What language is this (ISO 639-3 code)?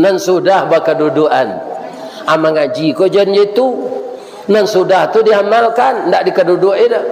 min